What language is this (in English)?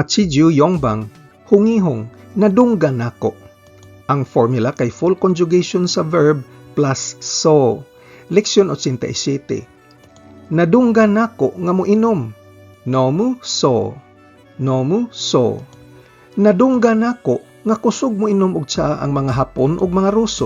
Cebuano